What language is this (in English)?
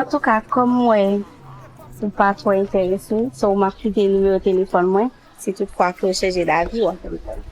Haitian Creole